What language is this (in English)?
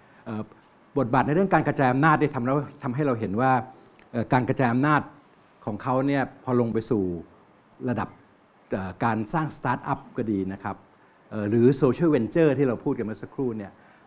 Thai